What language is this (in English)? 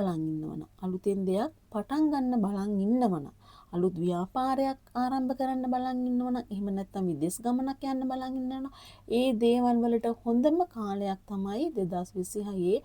Sinhala